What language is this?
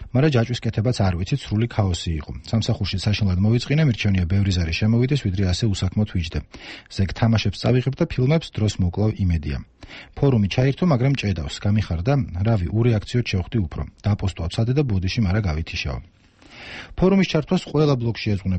Georgian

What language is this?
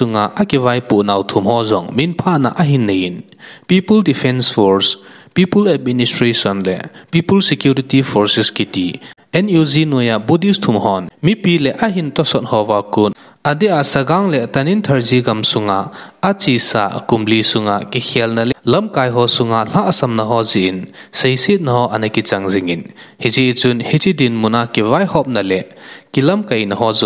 Thado Chin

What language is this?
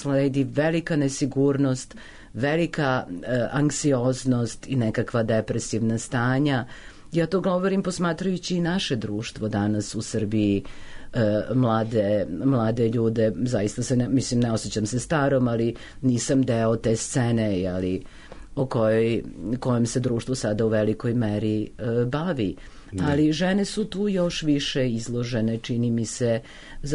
Serbian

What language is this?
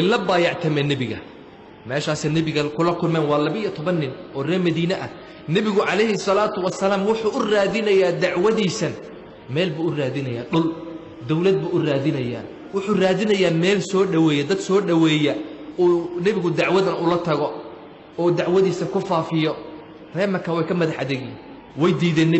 Somali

